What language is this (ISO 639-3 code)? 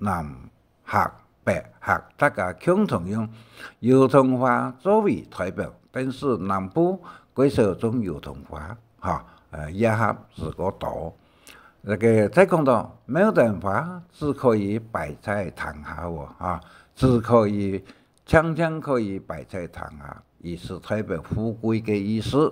hak